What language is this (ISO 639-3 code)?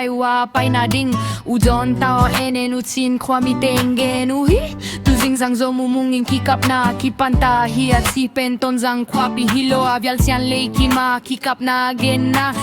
ctd